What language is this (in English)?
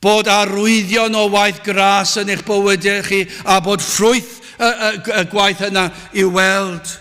Welsh